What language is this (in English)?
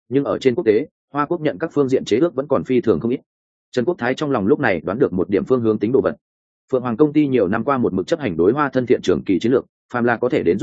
Vietnamese